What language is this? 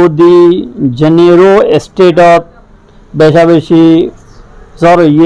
Rohingya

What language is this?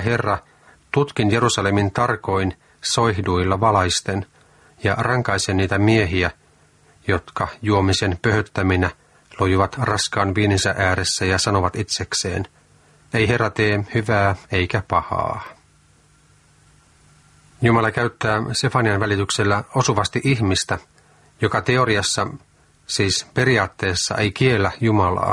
Finnish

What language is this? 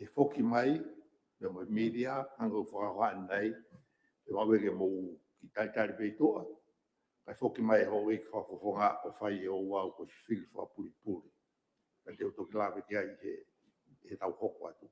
Tongan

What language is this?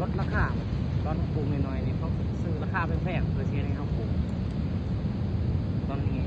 Lao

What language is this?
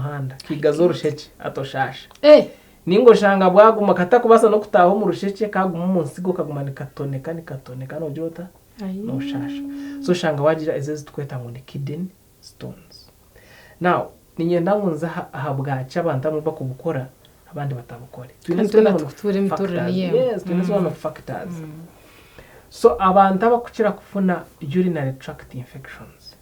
Nyankole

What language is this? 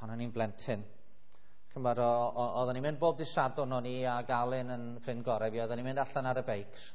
Welsh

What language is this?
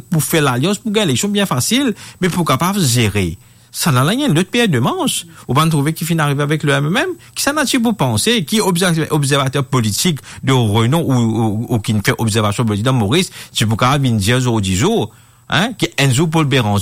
Morisyen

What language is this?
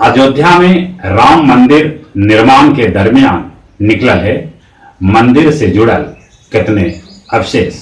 Magahi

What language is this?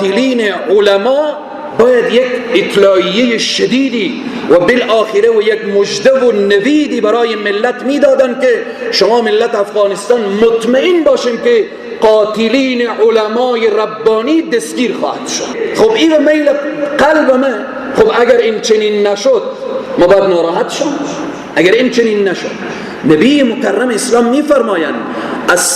Persian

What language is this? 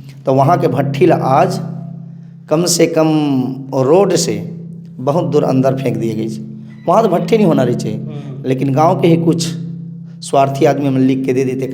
Chhattisgarhi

